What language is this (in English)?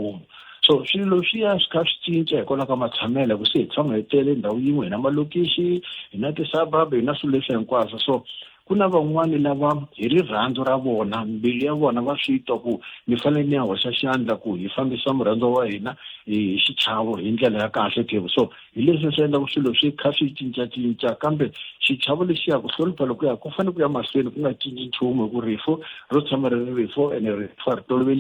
Tsonga